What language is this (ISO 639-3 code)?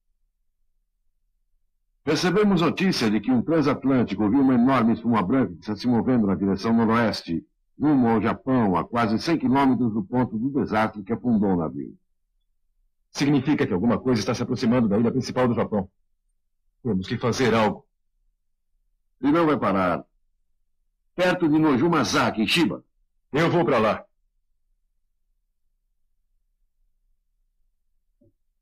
por